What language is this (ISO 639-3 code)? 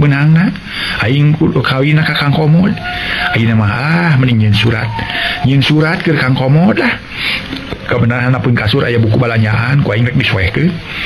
sun